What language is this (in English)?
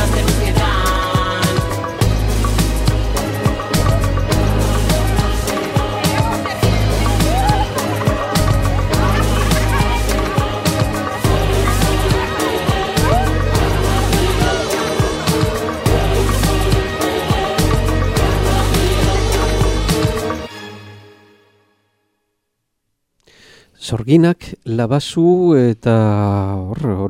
Basque